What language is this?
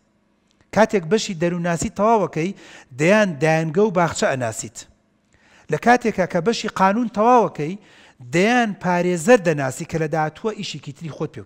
Central Kurdish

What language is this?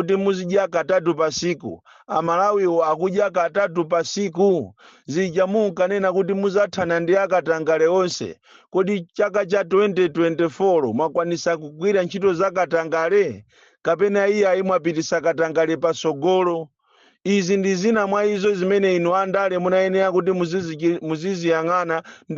Nyanja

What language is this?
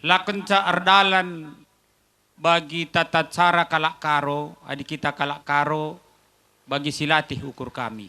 Batak Karo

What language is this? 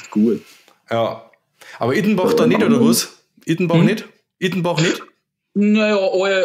Bavarian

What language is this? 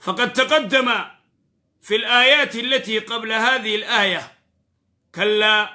Oromo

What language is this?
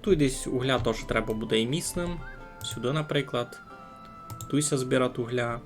Rusyn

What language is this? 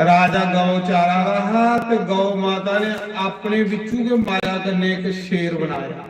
Dogri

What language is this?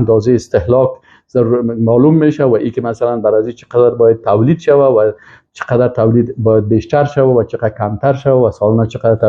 Persian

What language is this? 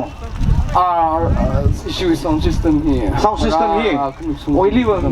Tangkhul Naga (India)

